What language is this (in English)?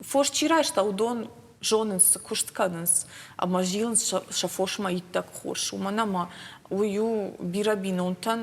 Ossetic